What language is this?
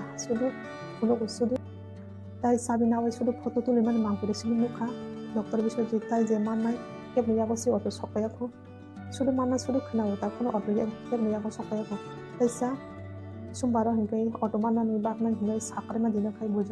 Kok Borok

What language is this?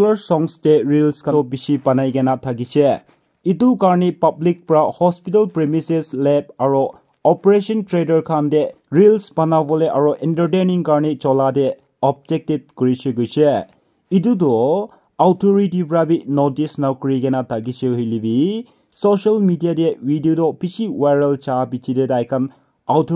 Naga Pidgin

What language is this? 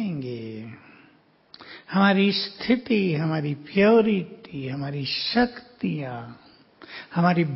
Hindi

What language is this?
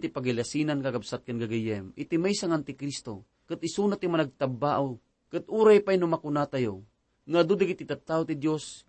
Iloko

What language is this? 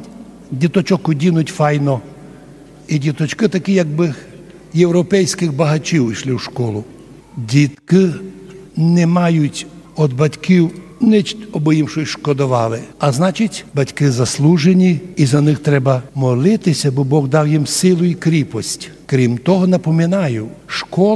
Rusyn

